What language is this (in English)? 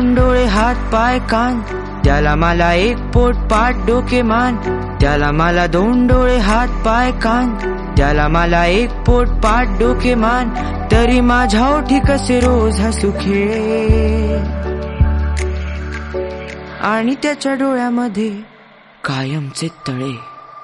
Marathi